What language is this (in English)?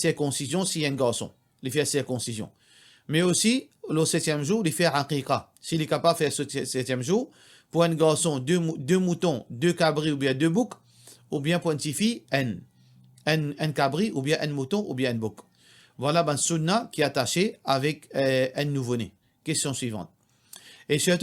Morisyen